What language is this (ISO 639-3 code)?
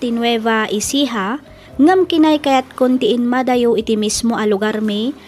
ilo